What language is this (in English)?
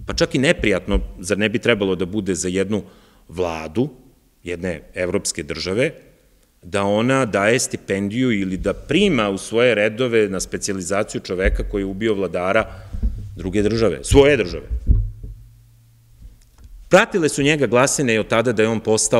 Serbian